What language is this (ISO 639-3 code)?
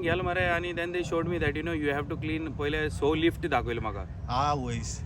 kok